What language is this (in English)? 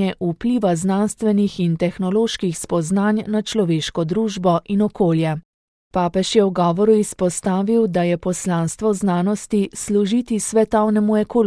Slovenian